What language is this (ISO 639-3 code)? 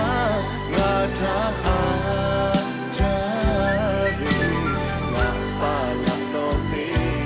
lhu